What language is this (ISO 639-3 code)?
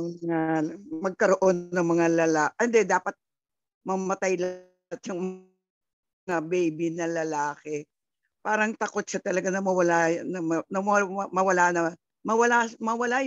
fil